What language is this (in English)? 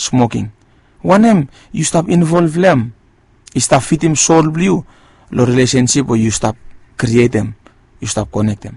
Bislama